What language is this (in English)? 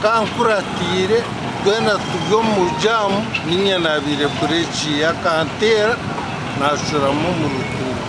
Nyankole